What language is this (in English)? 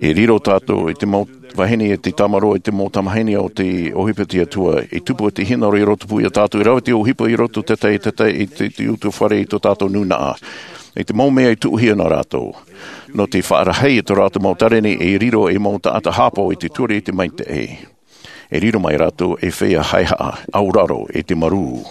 Tahitian